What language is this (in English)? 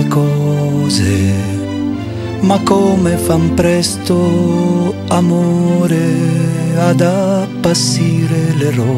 Italian